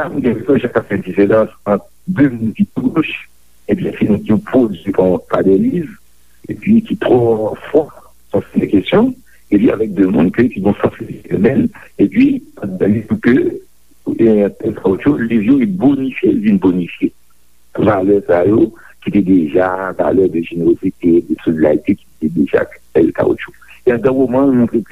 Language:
Haitian Creole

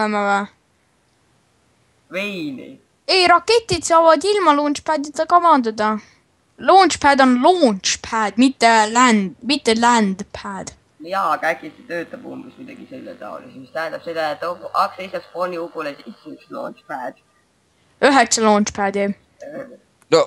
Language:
Estonian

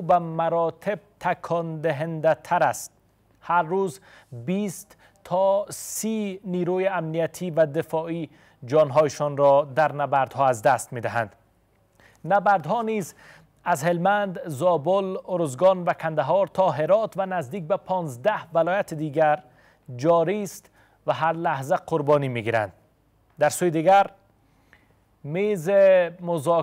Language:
Persian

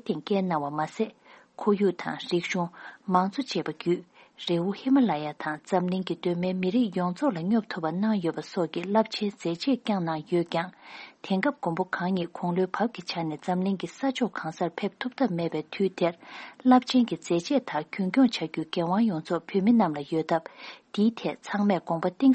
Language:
Tibetan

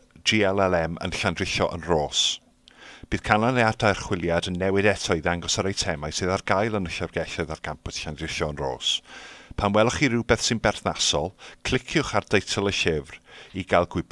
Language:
Welsh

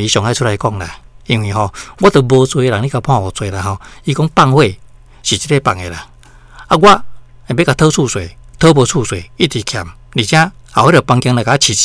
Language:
Min Nan Chinese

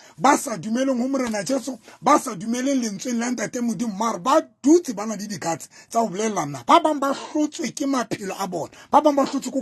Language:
Southern Sotho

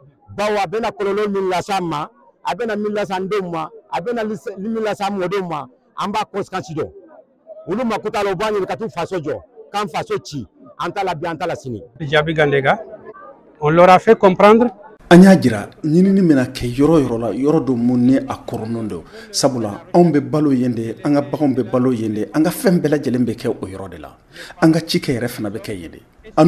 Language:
Bambara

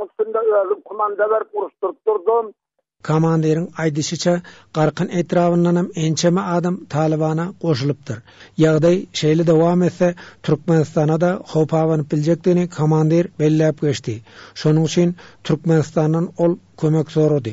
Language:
Turkmen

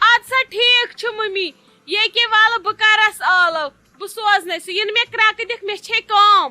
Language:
Kashmiri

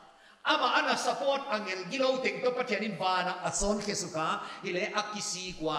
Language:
Paite Chin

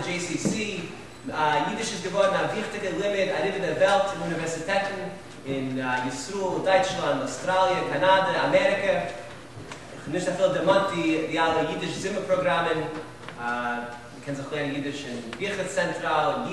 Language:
Yiddish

